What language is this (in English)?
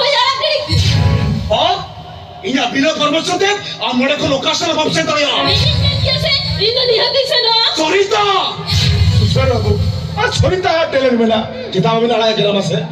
Santali